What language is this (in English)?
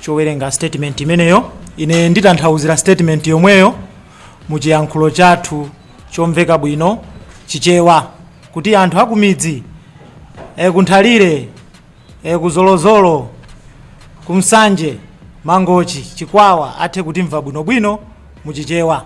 Nyanja